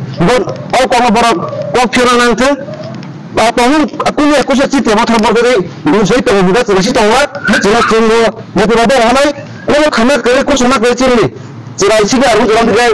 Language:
Riang (India)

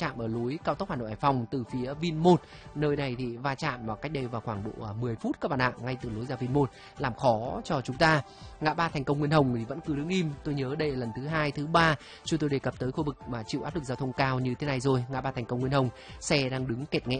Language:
Vietnamese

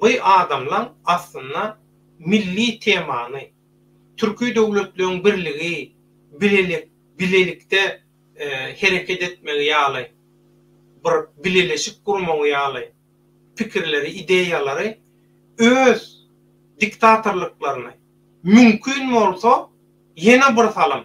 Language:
Turkmen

